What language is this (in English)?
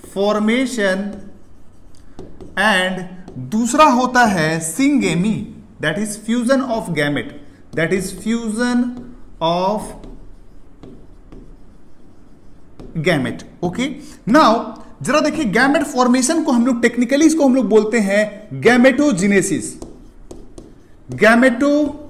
Hindi